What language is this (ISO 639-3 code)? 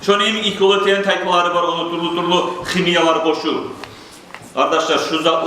kum